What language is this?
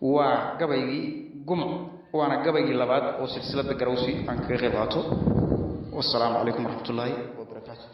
Somali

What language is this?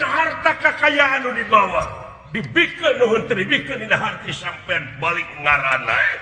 Sundanese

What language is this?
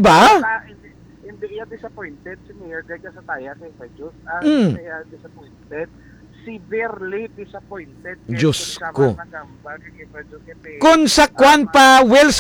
Hiligaynon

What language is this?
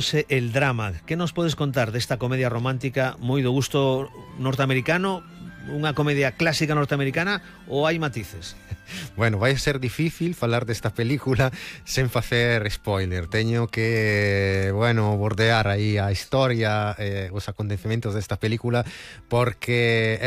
Galician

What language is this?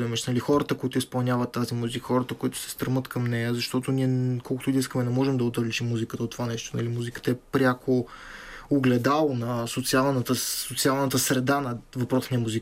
Bulgarian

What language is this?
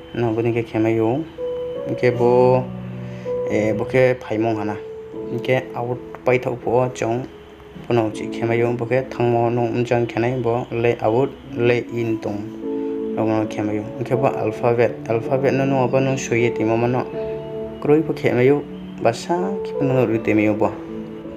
Riang (India)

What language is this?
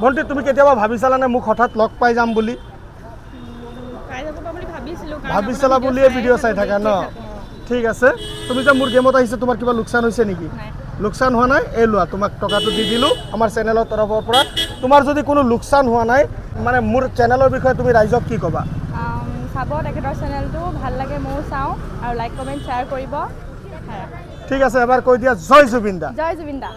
Assamese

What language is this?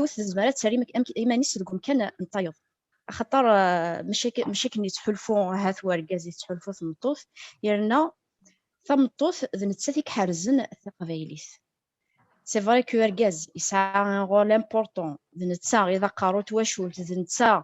Kabyle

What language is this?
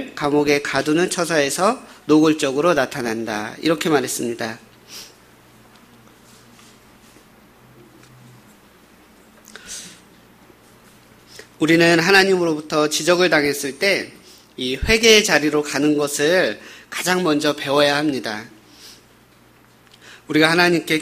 Korean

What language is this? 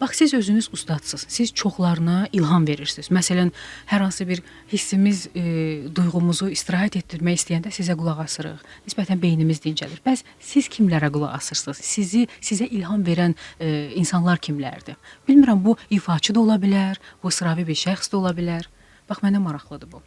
Azerbaijani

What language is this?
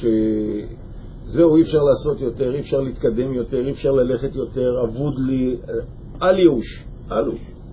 Hebrew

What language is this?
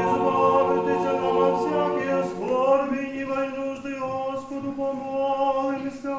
Rusyn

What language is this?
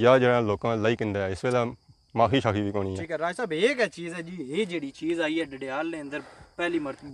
Pahari-Potwari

